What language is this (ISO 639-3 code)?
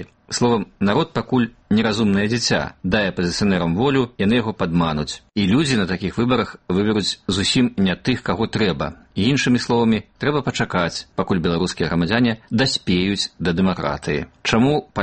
bel